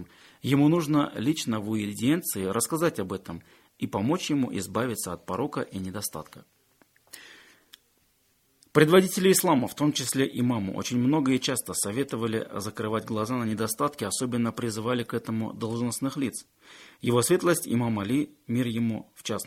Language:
Russian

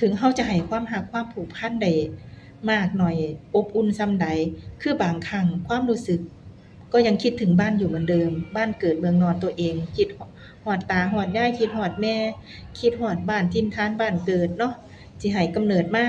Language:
Northeastern Thai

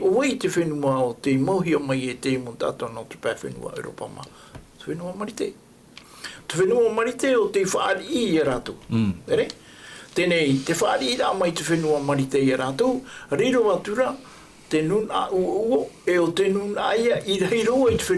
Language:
Tahitian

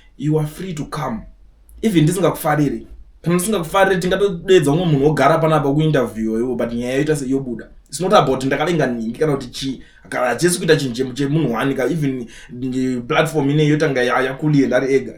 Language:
Shona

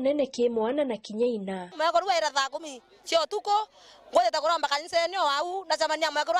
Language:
Meru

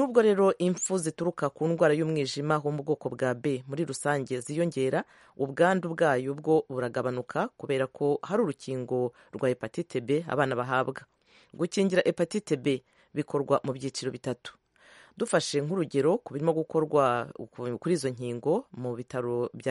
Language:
Kinyarwanda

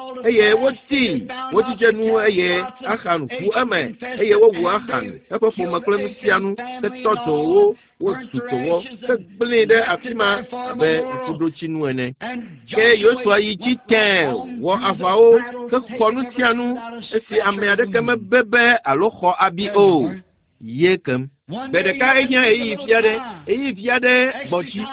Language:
Ewe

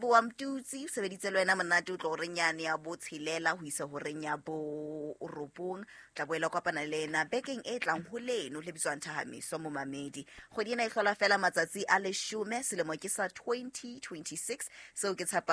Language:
Southern Sotho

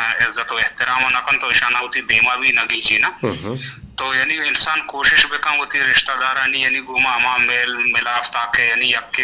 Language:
Eastern Balochi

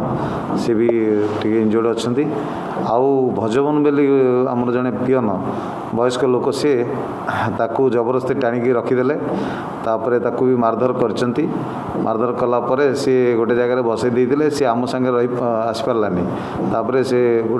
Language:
Odia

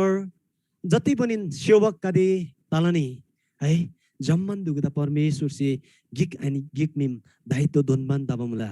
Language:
Eastern Tamang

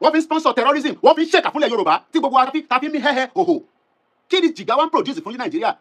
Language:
Yoruba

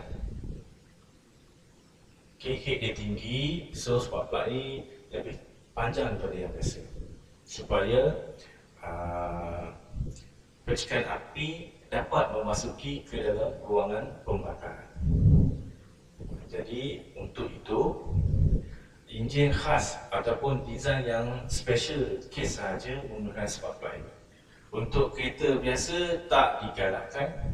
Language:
Malay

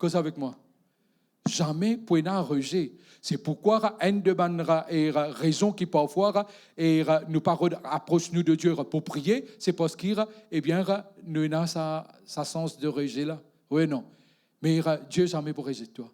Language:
Morisyen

